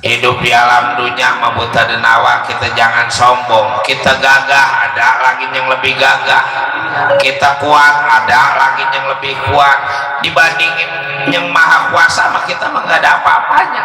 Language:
Betawi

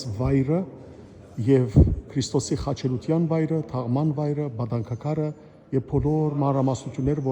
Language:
Western Armenian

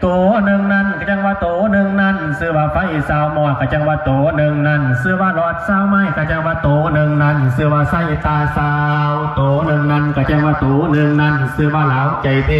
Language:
Lao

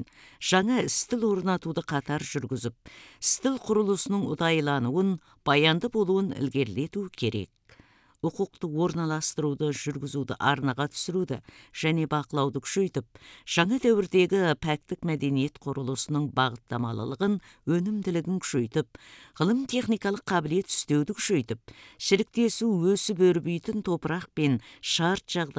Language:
Kazakh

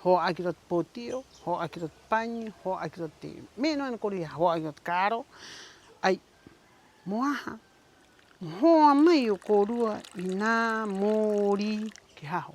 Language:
Rapanui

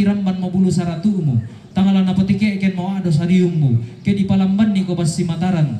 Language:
Toraja-Sa'dan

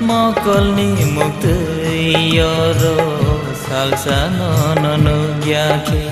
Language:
Kok Borok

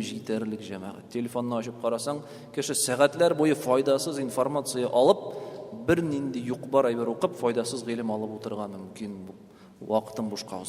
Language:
Tatar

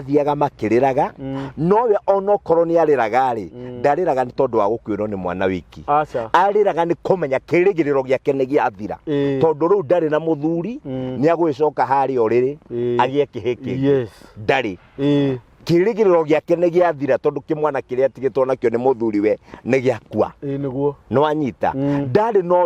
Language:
Kikuyu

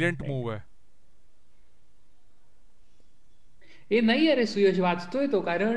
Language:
Marathi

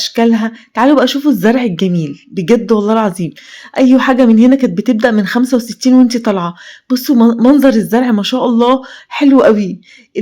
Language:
Egyptian Arabic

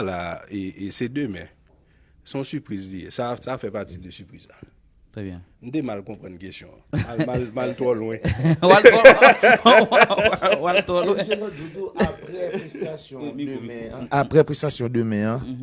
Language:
Haitian Creole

